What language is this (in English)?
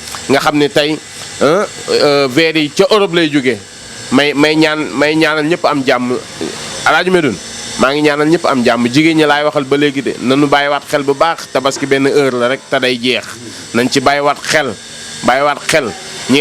Wolof